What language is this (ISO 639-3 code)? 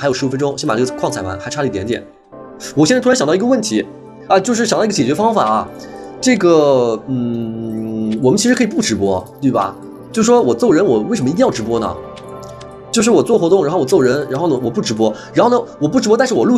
zho